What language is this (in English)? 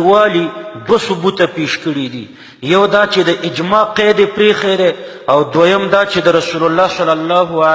Pashto